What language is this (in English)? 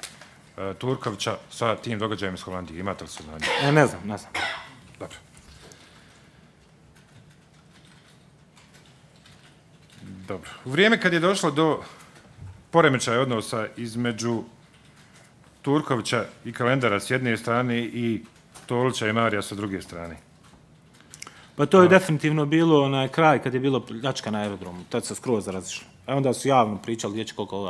Bosnian